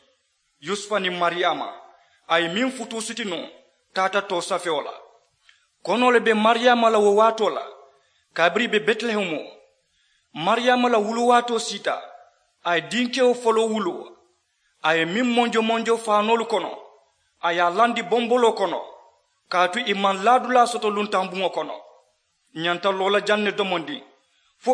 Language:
Mandingo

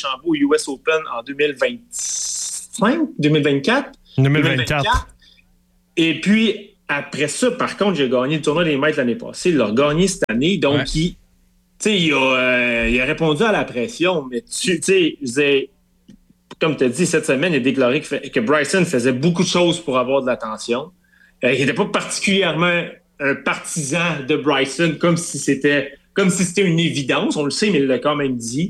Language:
French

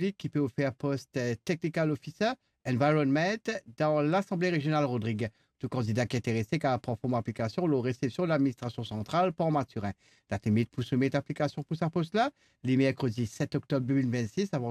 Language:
Morisyen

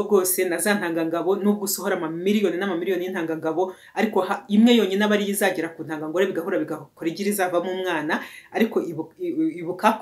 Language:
Kinyarwanda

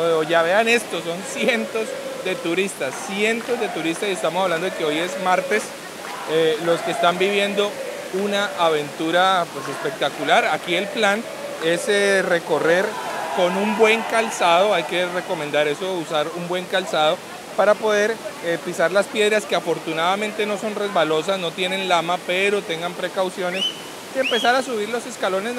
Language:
Spanish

